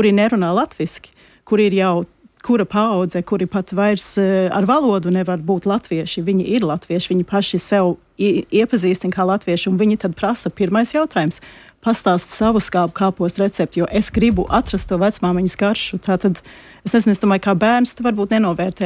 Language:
Latvian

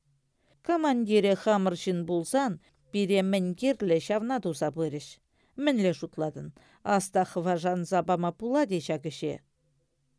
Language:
Chuvash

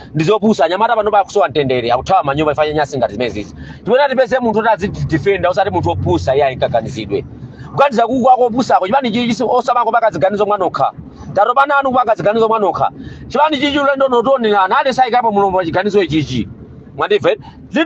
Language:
Nyanja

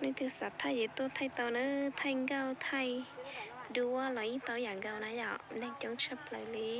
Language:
Hmong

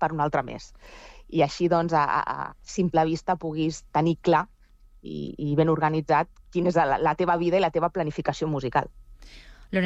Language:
Catalan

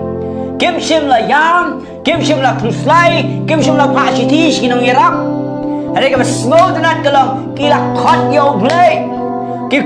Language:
Khasi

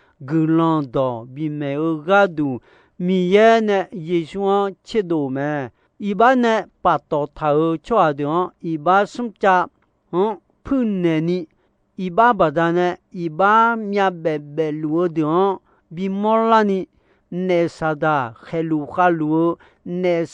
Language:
Akha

